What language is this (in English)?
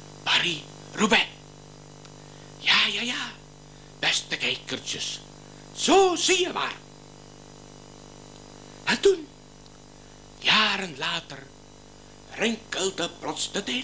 Dutch